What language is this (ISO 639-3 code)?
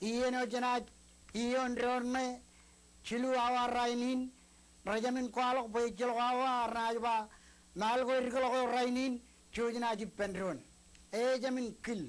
mah